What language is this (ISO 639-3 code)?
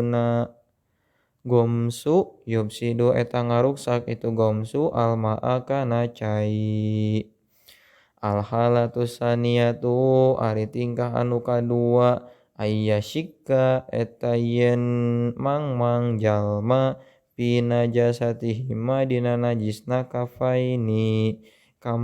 sun